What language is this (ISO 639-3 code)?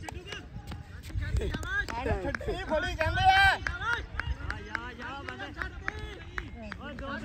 pan